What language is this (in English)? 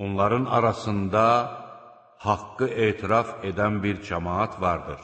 Azerbaijani